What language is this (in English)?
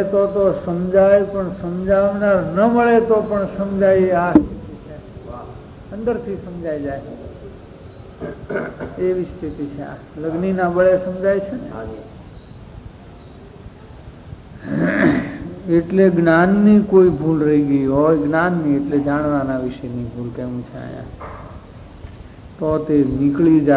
Gujarati